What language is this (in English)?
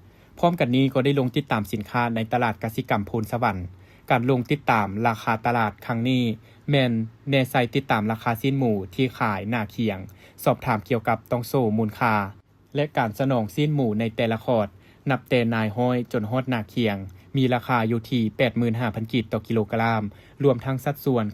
Lao